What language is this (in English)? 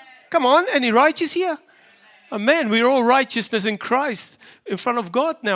English